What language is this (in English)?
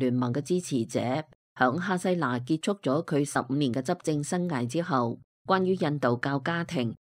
Cantonese